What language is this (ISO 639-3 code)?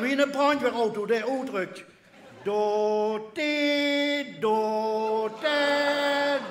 lim